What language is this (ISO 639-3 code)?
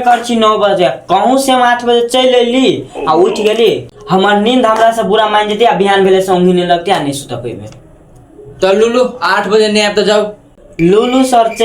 mai